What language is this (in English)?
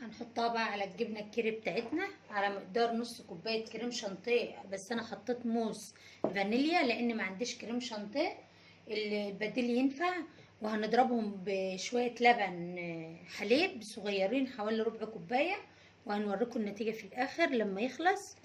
Egyptian Arabic